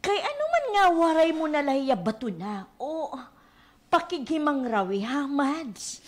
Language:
Waray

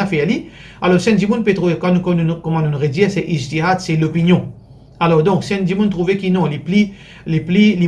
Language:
Morisyen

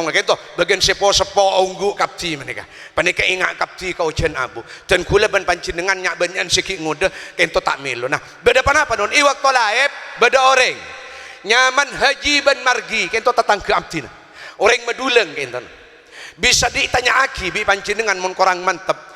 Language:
Madurese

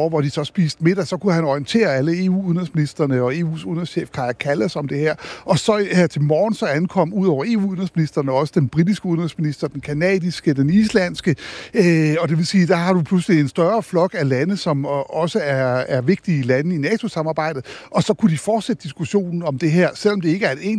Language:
Danish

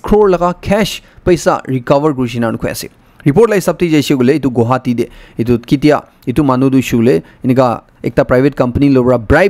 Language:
Naga Pidgin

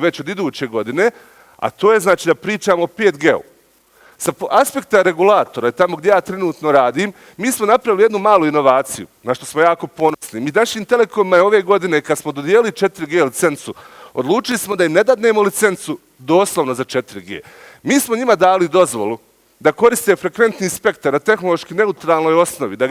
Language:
Bosnian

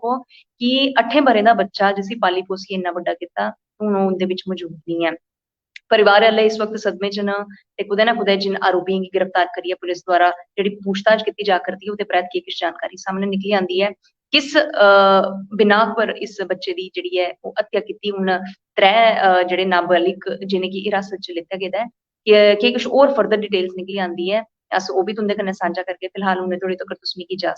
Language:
Dogri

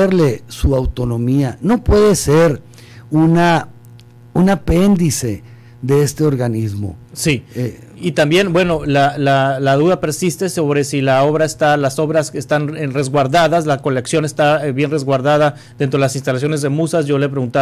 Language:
Spanish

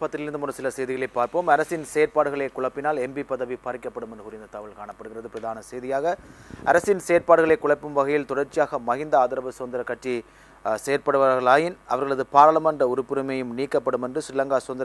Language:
Tamil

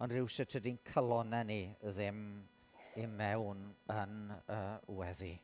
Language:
Welsh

